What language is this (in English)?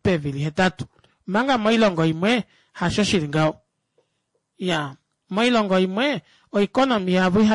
Kuanyama